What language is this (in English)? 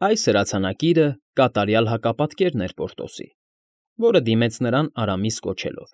Armenian